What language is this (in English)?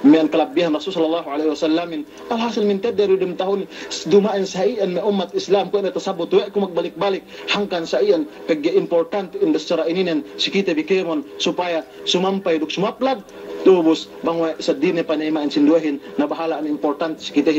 Yakan